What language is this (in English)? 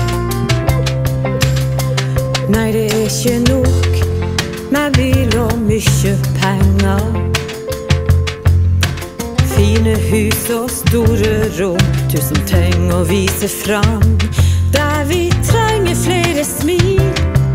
Norwegian